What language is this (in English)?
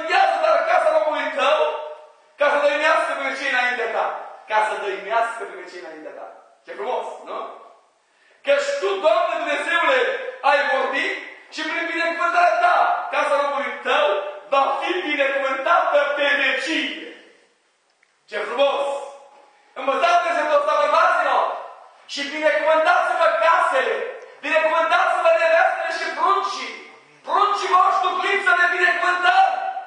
Romanian